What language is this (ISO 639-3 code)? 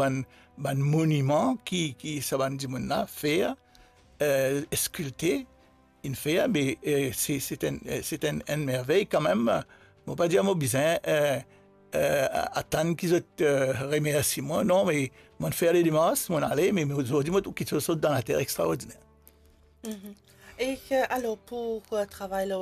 mfe